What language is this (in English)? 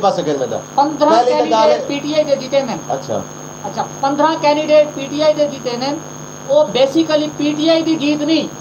Saraiki